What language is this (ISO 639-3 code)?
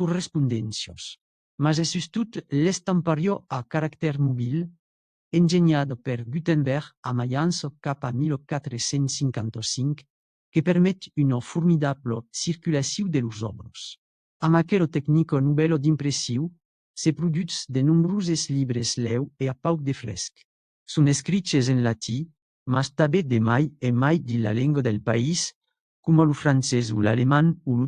oci